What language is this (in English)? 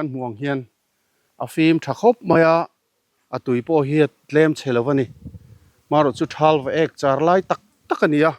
Mizo